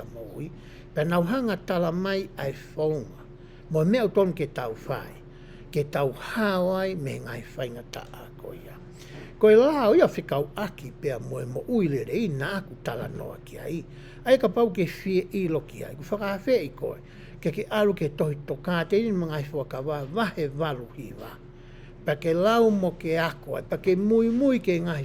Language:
Tongan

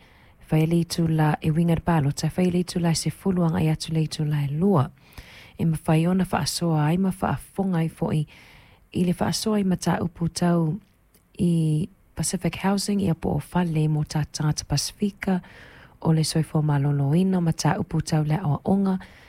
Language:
Samoan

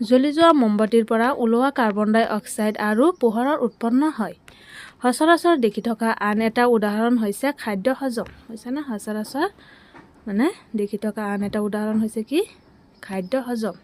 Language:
Assamese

